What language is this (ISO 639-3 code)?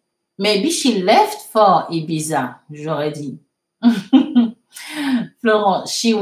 fra